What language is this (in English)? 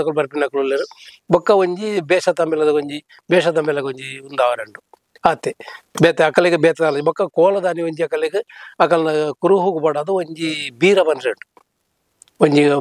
Tulu